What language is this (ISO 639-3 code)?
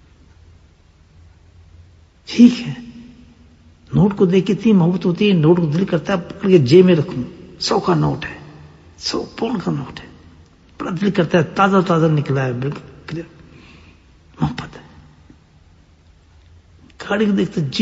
urd